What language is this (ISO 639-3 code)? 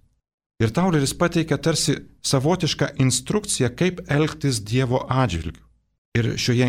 lit